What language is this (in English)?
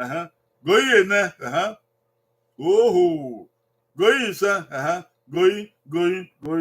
Bini